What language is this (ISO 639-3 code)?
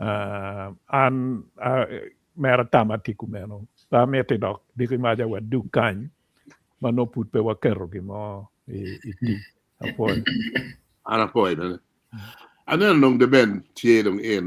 ach